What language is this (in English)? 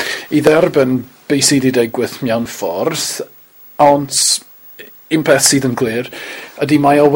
Welsh